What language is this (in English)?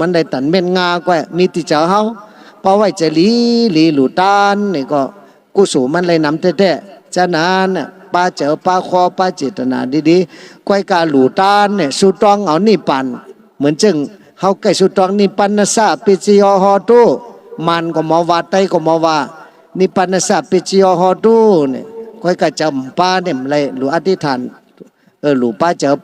Shan